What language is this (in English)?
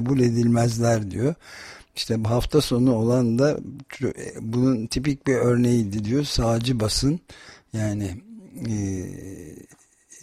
Turkish